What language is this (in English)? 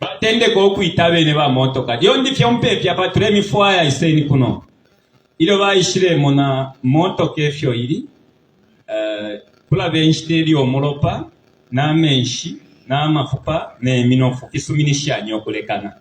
Bemba